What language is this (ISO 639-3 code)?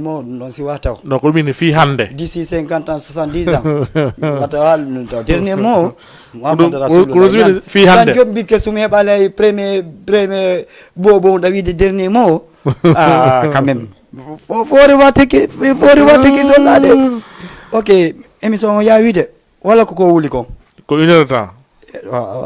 ful